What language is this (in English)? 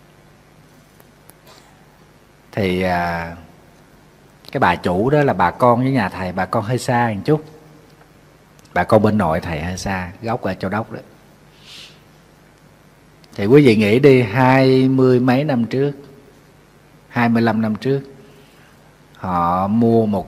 Vietnamese